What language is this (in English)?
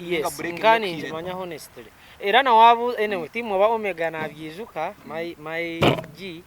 Nyankole